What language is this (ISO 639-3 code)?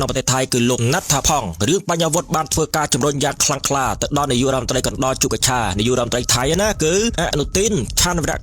khm